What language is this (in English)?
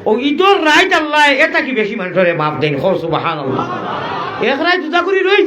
Sylheti